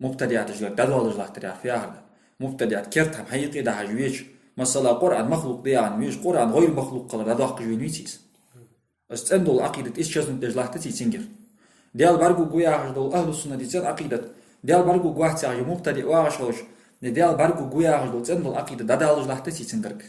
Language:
Ingush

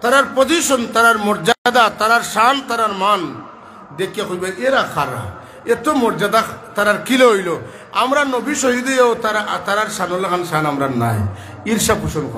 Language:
Sylheti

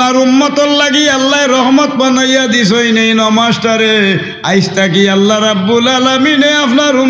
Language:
Sylheti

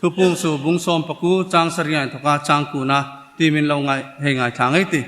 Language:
Hmar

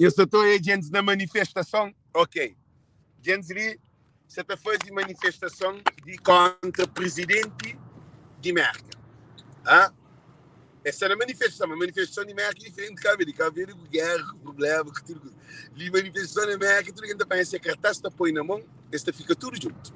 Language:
Kabuverdianu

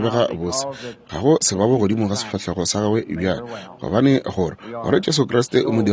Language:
Northern Sotho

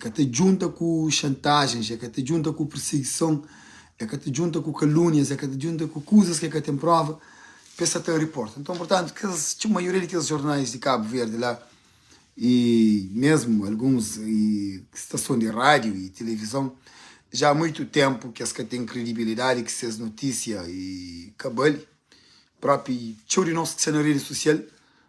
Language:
Kabuverdianu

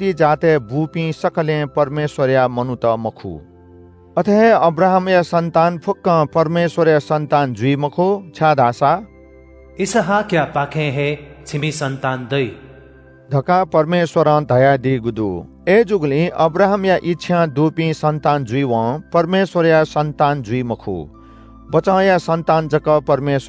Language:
Newari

